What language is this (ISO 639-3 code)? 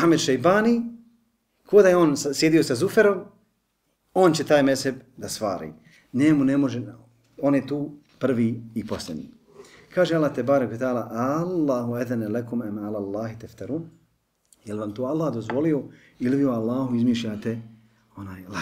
bos